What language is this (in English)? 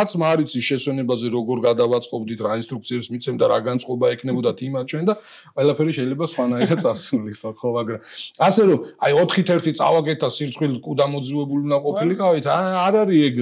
Georgian